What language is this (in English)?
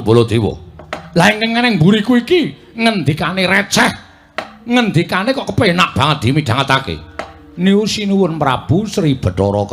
Javanese